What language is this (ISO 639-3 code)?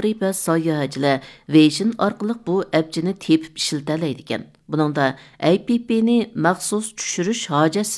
uig